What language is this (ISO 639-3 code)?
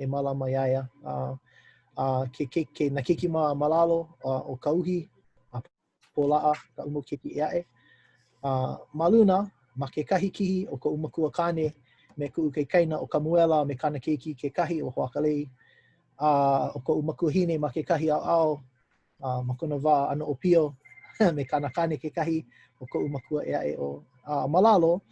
haw